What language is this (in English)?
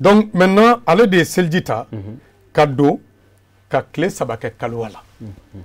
Bambara